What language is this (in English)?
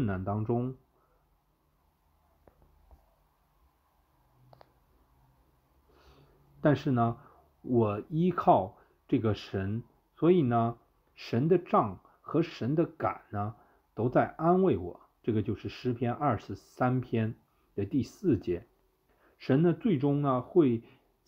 Chinese